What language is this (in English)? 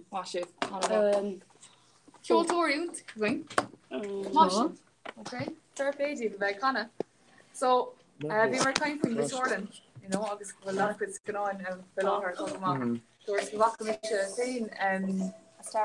Irish